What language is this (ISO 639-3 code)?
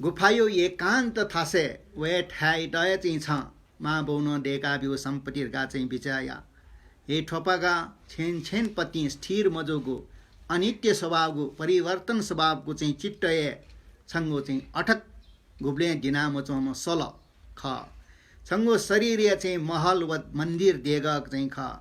new